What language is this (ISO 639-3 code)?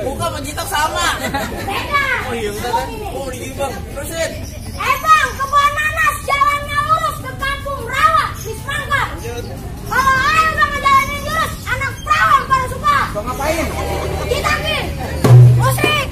bew